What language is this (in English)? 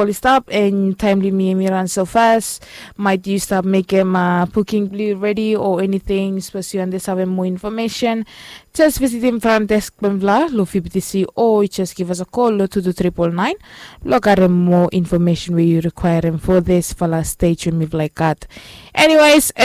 Bislama